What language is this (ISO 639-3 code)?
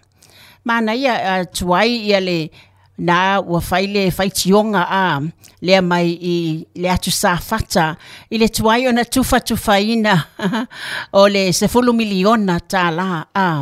smo